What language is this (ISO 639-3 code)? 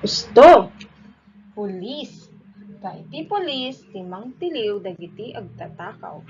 ilo